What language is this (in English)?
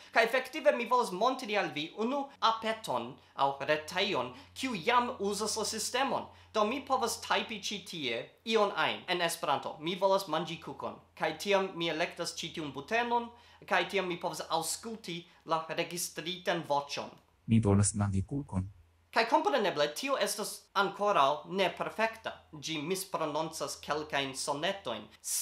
Esperanto